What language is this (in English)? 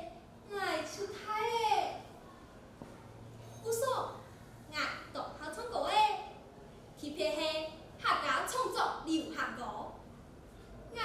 Hakka Chinese